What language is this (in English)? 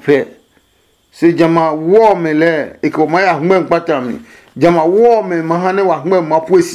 Adangme